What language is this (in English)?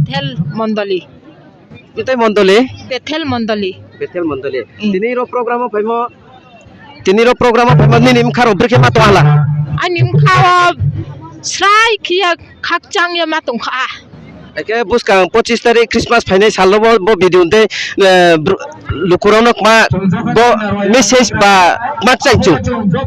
Riang (India)